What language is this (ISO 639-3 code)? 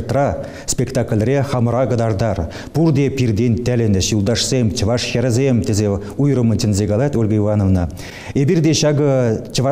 chv